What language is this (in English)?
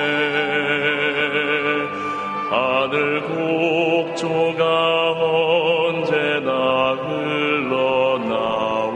Korean